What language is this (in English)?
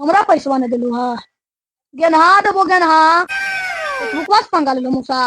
Magahi